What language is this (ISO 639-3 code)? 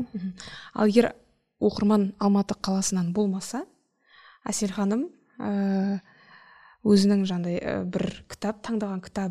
kaz